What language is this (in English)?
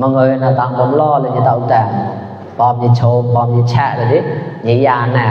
Mon